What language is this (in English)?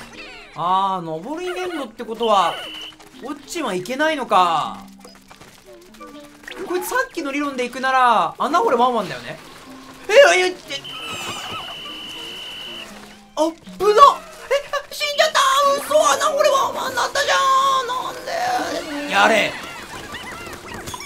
Japanese